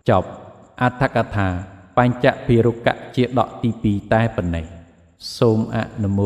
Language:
Khmer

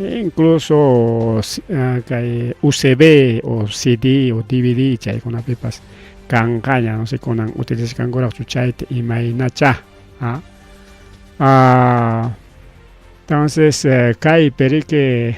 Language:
Ayacucho Quechua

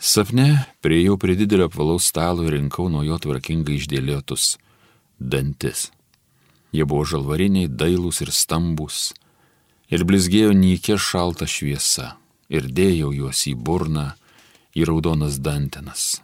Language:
Lithuanian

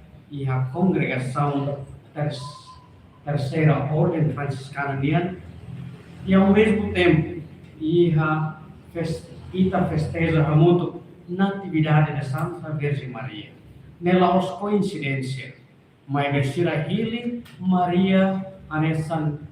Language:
Tetum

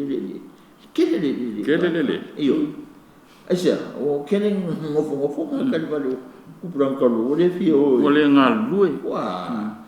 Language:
Samoan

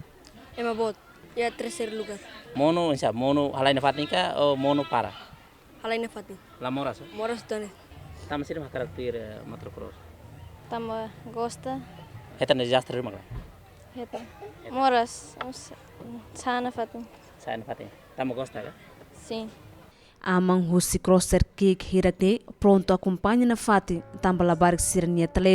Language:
Tetum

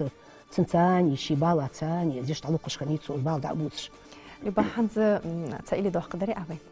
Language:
Ingush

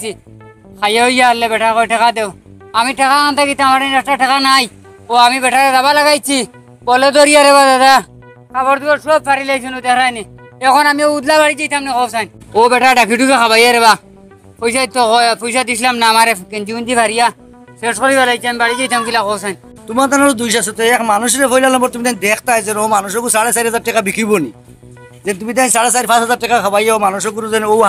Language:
Sylheti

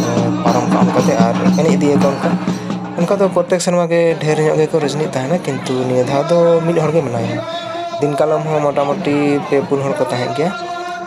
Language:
Santali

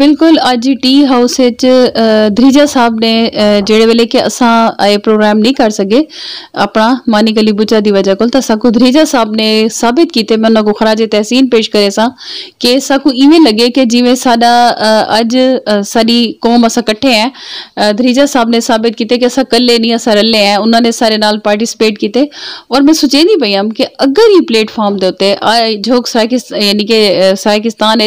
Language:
Saraiki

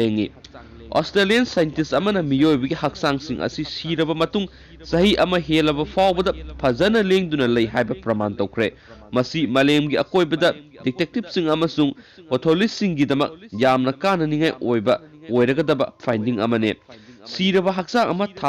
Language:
Manipuri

